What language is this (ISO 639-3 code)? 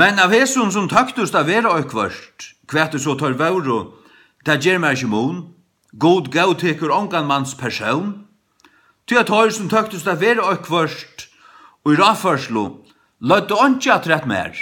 fao